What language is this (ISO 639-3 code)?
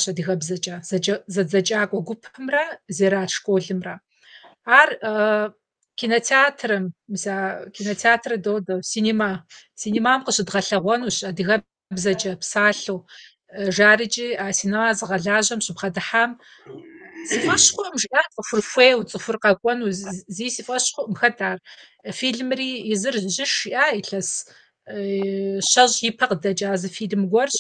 kbd